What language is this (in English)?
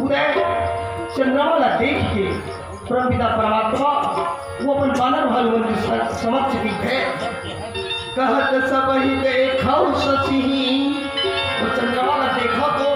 Chhattisgarhi